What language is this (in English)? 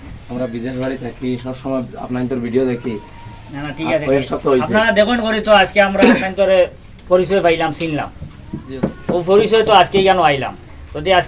Sylheti